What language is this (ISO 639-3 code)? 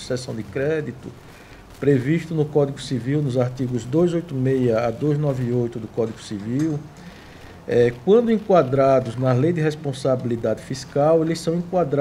por